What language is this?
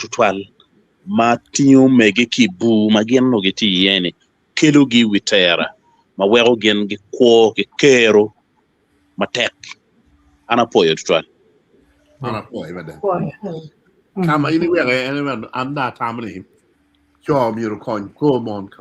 Acoli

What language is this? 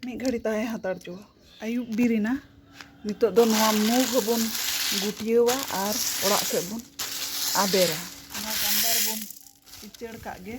Santali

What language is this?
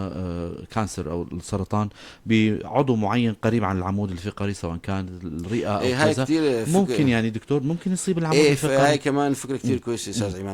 North Levantine Arabic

